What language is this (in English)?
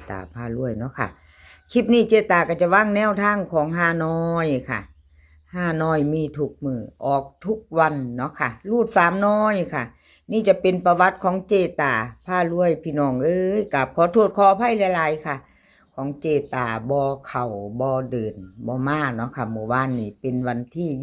Northeastern Thai